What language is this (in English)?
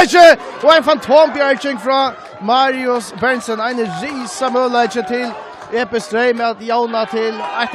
Faroese